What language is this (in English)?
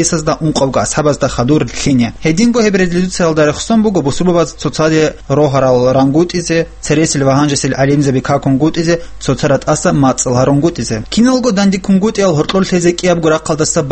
Avaric